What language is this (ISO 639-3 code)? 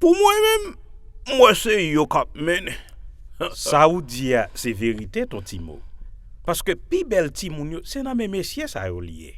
hat